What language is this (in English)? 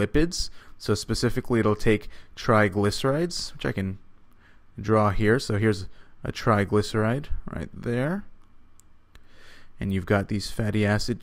English